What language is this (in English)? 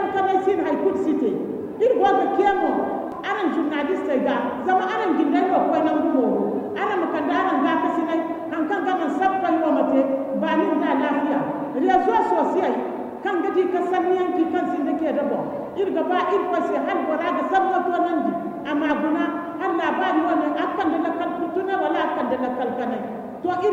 Zarma